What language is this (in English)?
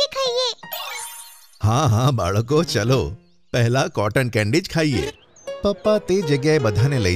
Gujarati